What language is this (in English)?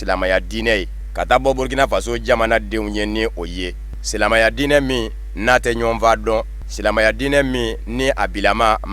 Bambara